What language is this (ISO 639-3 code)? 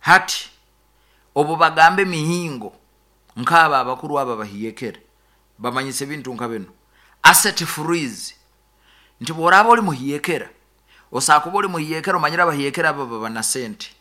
nyo